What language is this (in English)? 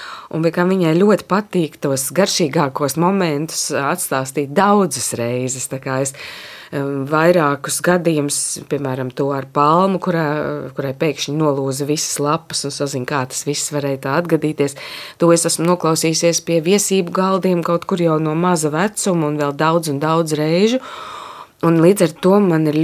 Latvian